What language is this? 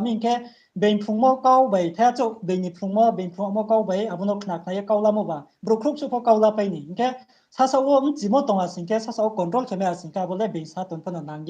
Riang (India)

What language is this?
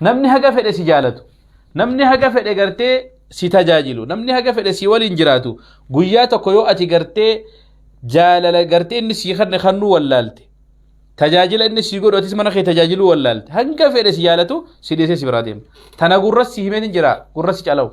Oromo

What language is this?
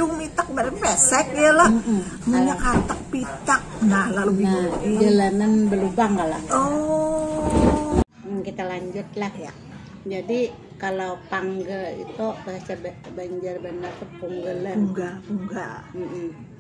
Banjar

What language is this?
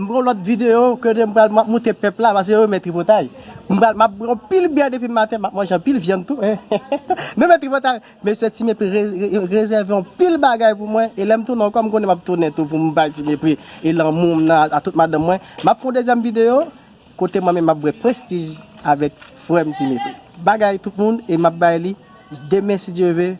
Haitian Creole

